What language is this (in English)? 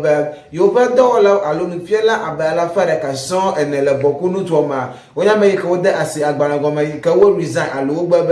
Ewe